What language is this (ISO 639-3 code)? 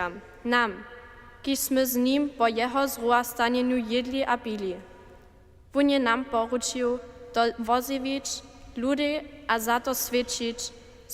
hsb